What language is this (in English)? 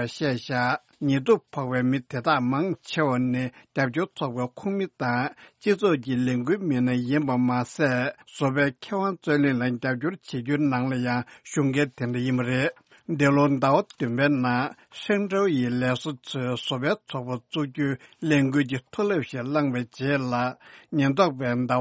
Tibetan